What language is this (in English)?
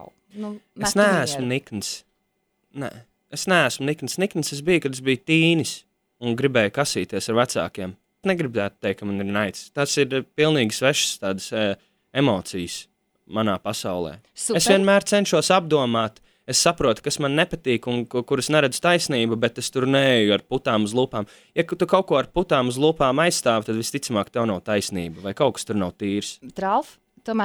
Latvian